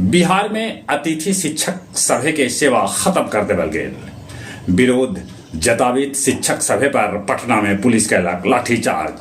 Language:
Magahi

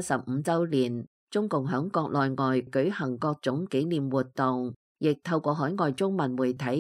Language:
Cantonese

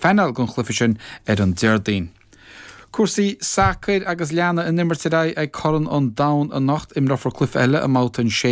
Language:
Irish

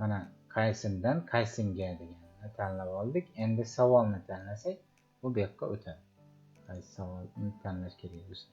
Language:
Uzbek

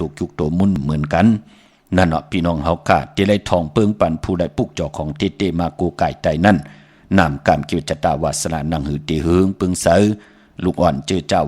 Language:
Shan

